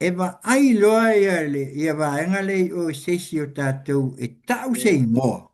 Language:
Samoan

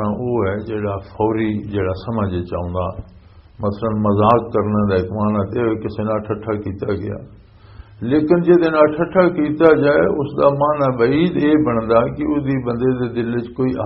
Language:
Western Panjabi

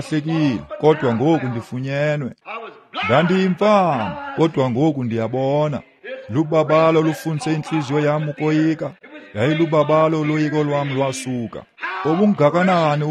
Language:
Xhosa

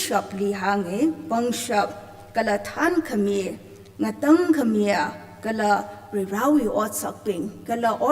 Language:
Tangkhul Naga (India)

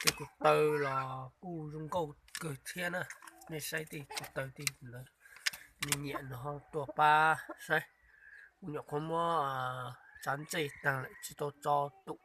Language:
Hmong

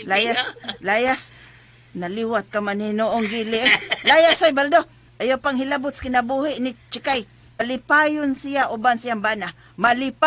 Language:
Cebuano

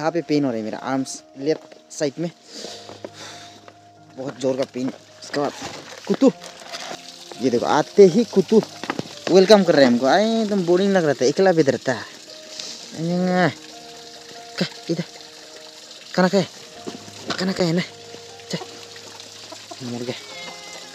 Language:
Hindi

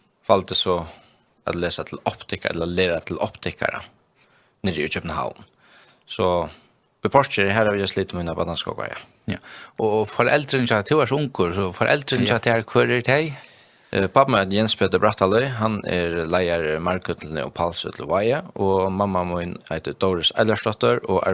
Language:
Faroese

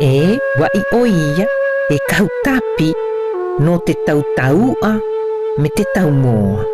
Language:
South Marquesan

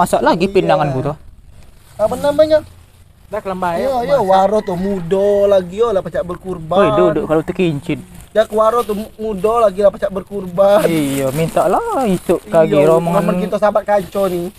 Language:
Musi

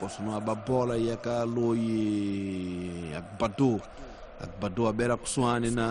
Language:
Tsonga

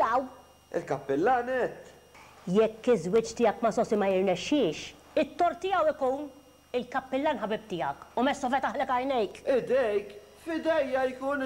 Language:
Maltese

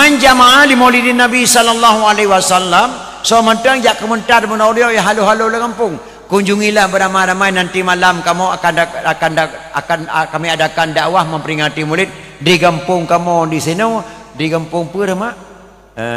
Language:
Achinese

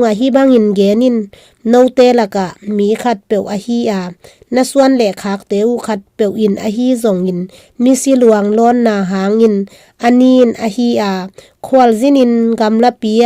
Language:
Tedim Chin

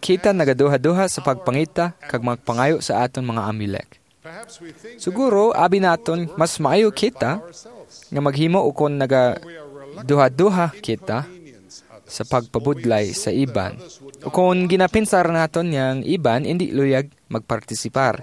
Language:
Hiligaynon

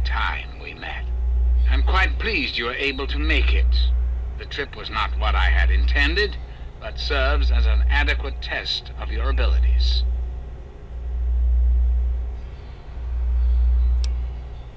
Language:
English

